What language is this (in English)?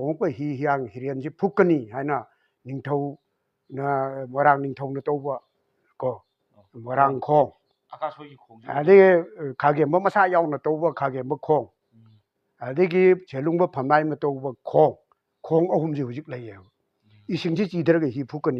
Manipuri